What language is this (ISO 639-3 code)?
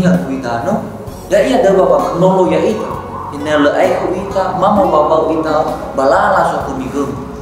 nia